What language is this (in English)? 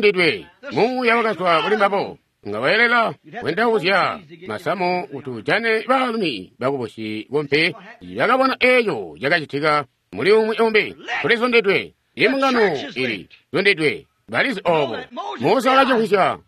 Tonga (Zambia)